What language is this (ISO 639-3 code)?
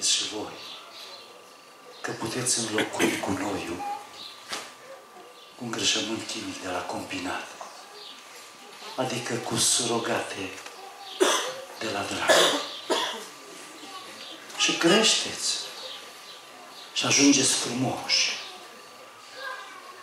ron